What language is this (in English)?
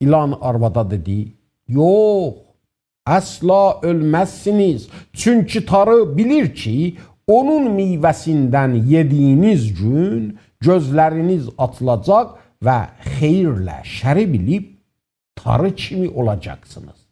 South Azerbaijani